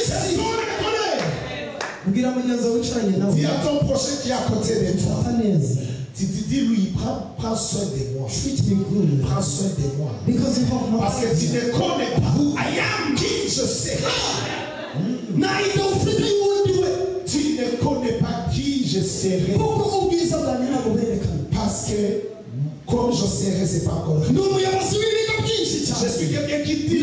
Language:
Kinyarwanda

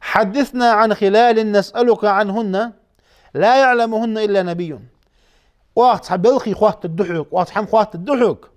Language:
Ingush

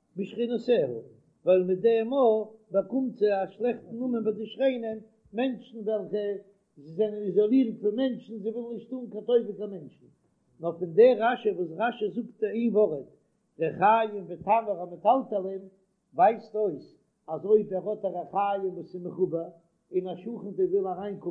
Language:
Yiddish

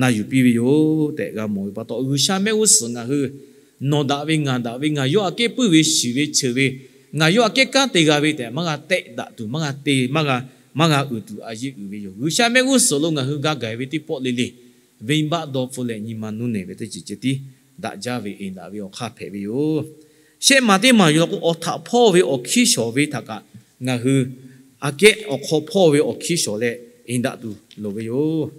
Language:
Lahu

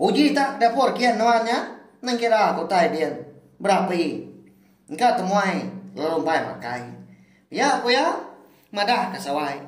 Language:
Iban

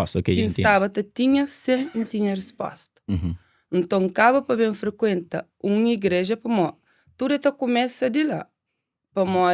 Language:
Kabuverdianu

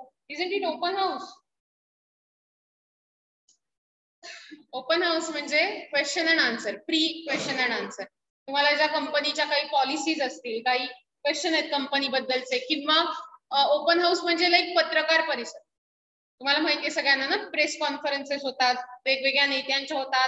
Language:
Marathi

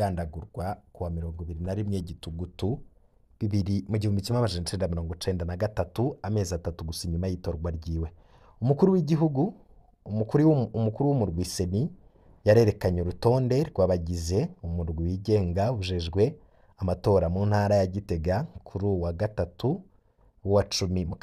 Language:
Rundi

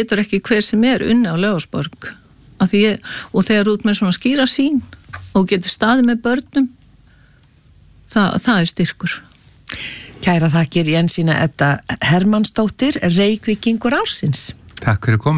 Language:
Icelandic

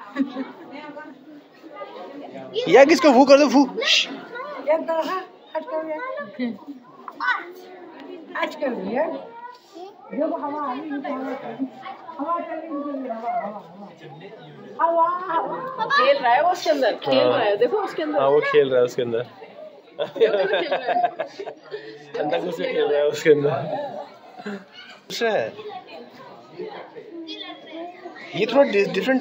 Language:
Hindi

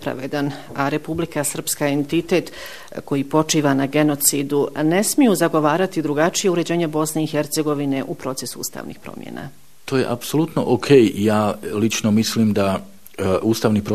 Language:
Bosnian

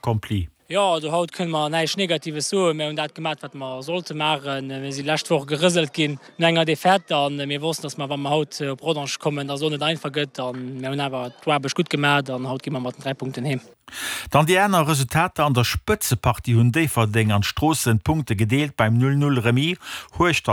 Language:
Luxembourgish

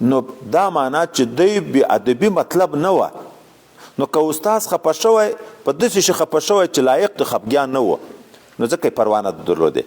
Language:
Pashto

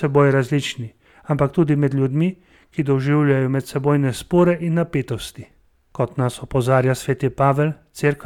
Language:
Slovenian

